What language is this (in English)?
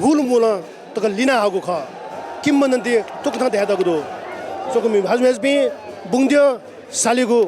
Newari